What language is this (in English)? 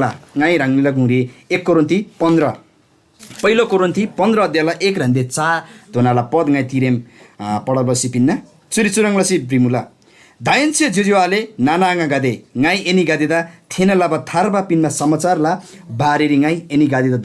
Eastern Tamang